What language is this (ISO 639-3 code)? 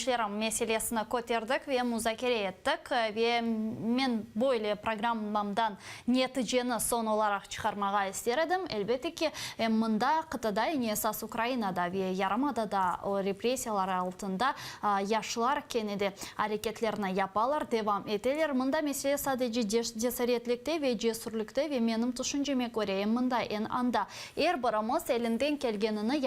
crh